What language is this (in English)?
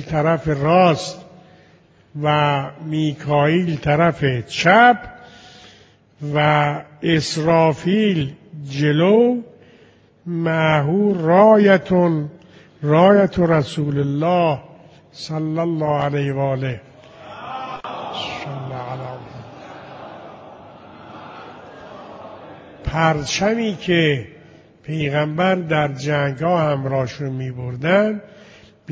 Persian